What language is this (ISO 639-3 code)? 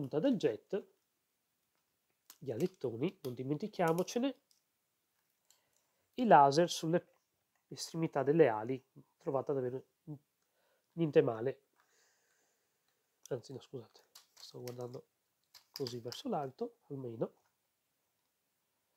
ita